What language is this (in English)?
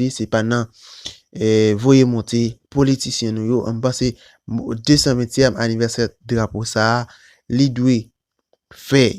Haitian Creole